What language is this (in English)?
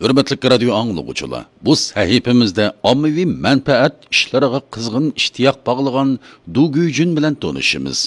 Uyghur